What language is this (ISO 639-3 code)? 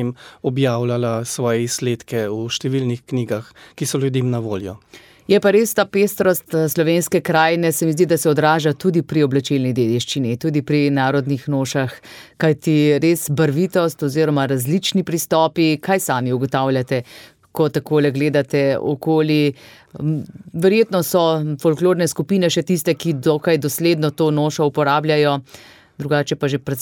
slv